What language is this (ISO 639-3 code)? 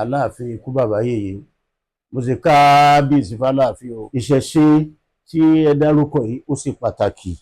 yor